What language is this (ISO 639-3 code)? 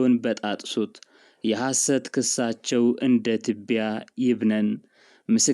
amh